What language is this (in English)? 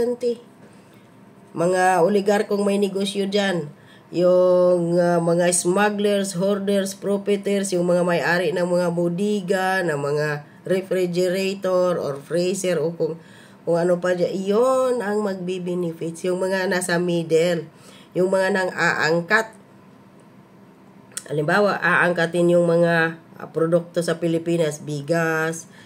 Filipino